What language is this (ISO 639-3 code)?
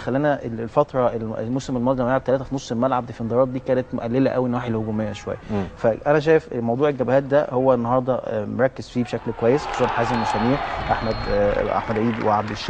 arz